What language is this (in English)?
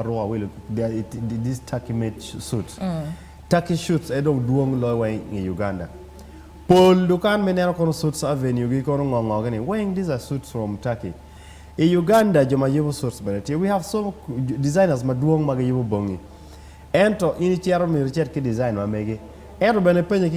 Acoli